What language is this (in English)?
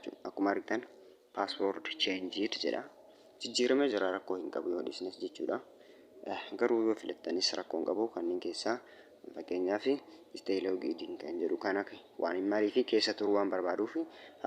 Oromo